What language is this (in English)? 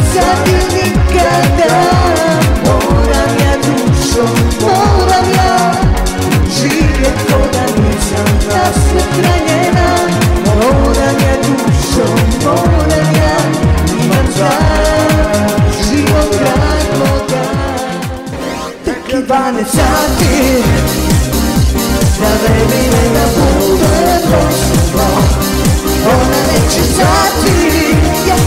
Croatian